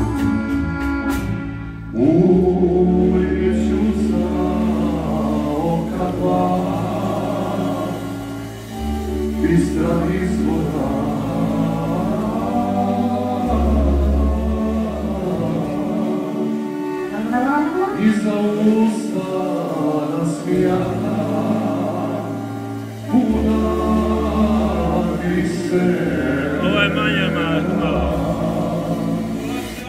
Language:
Croatian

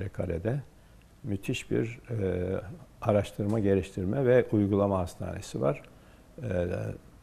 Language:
Turkish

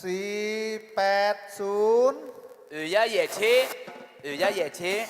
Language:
Akha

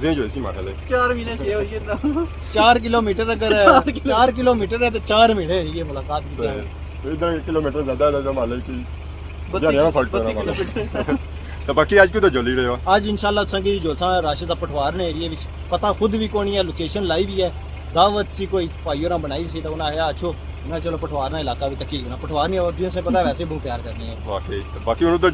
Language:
Pahari-Potwari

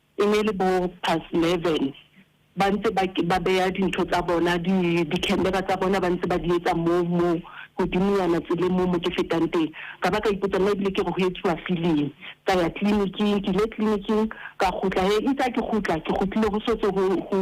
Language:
Southern Sotho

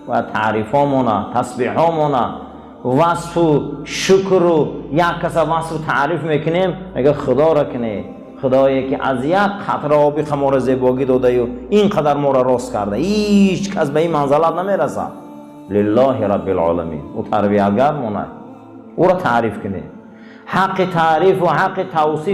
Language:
Tajik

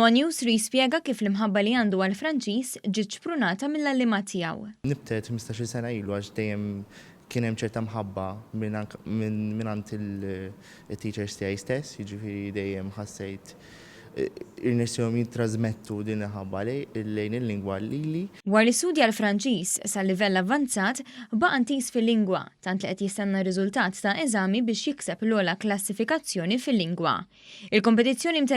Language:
Maltese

